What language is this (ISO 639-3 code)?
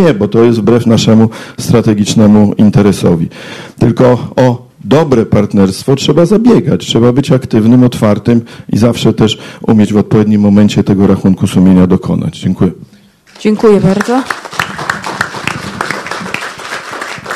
pol